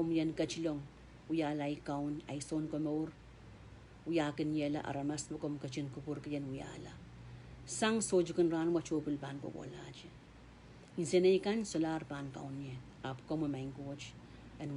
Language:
Pohnpeian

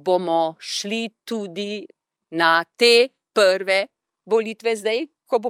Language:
Slovenian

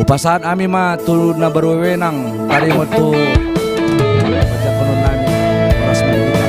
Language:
Batak Toba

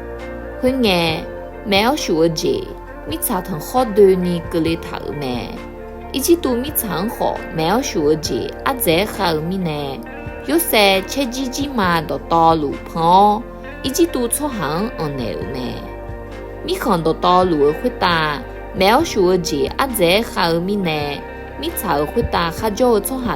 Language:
Akha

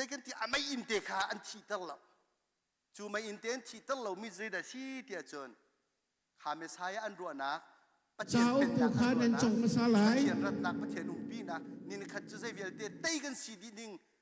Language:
Hakha Chin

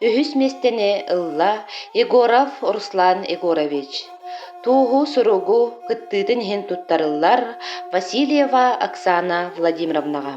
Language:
Yakut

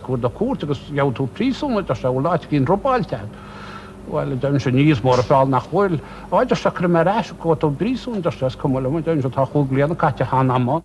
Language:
Irish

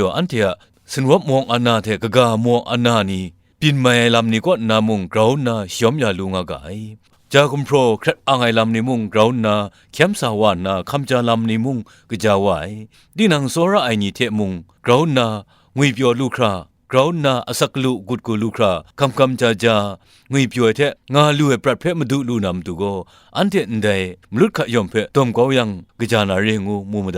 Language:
Kachin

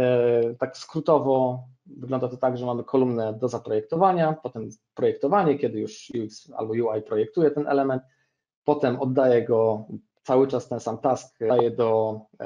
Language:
Polish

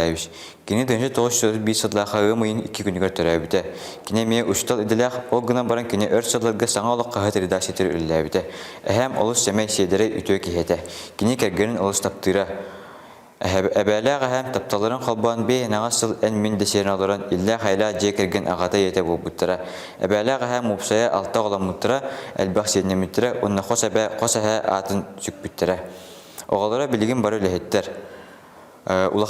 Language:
Yakut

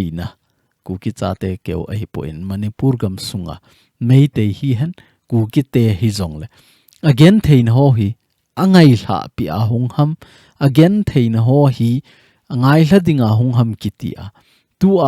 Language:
Thado Chin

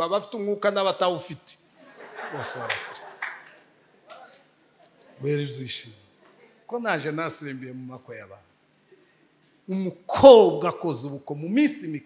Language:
Kinyarwanda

